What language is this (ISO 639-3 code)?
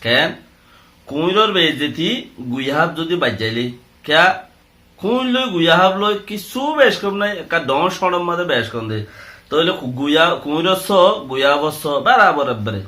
rhg